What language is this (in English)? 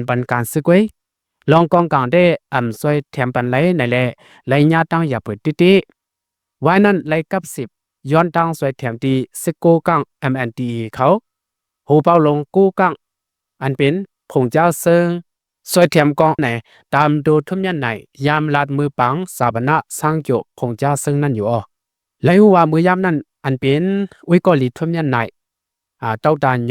Shan